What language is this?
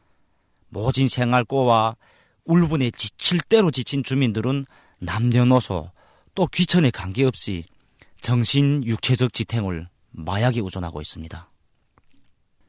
Korean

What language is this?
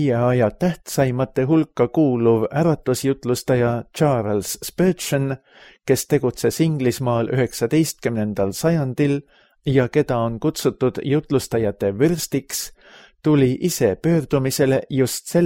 Estonian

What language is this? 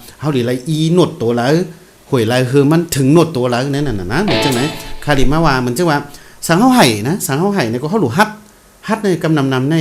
Shan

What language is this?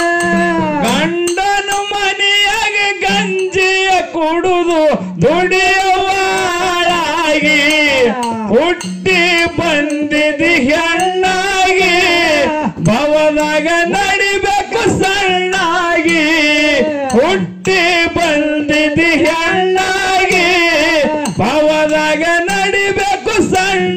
Kannada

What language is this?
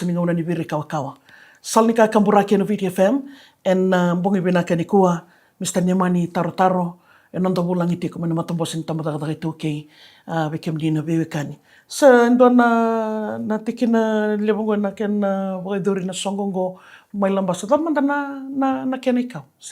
Fijian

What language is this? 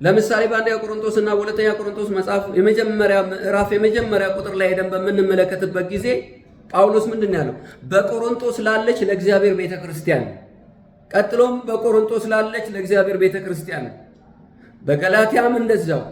Amharic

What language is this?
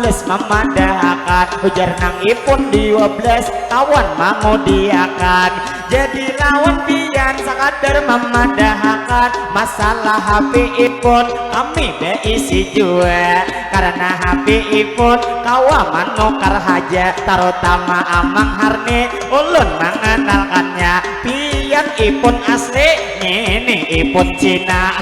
Banjar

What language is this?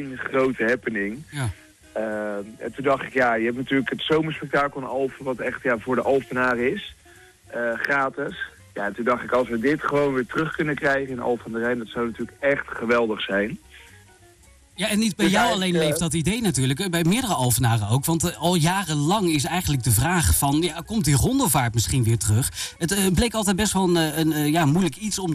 Dutch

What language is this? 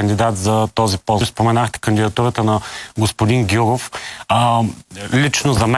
Bulgarian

